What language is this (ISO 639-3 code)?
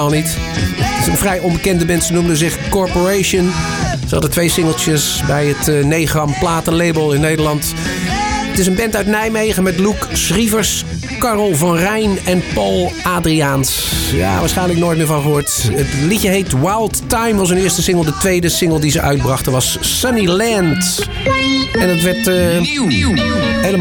nld